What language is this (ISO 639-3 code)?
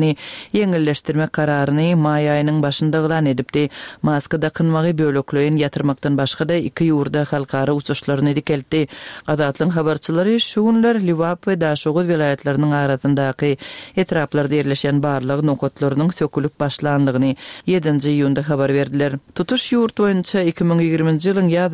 tuk